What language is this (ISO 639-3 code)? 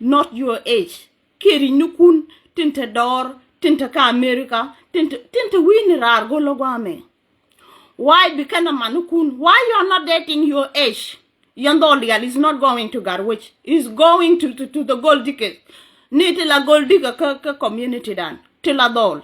nus